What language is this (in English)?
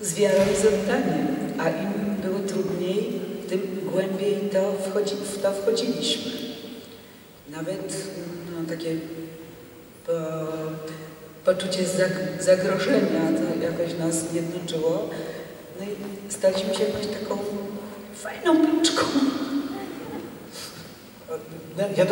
Polish